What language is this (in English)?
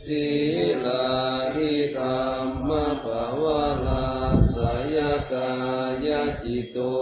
Pali